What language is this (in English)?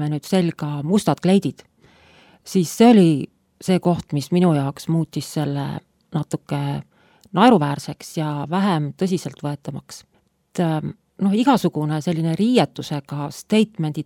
Estonian